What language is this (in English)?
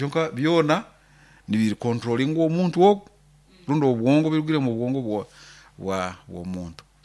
Nyoro